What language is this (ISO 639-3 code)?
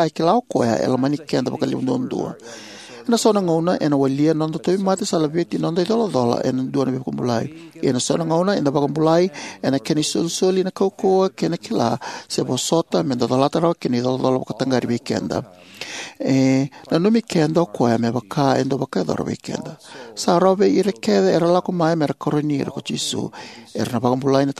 fij